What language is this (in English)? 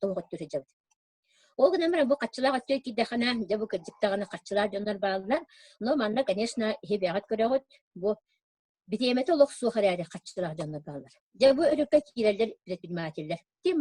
Yakut